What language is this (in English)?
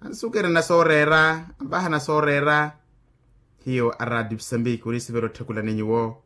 Makhuwa